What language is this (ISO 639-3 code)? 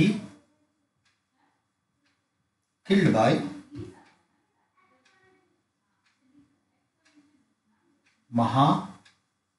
hin